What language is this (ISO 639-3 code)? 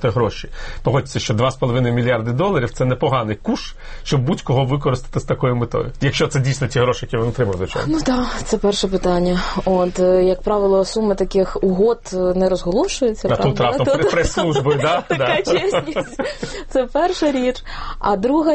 ukr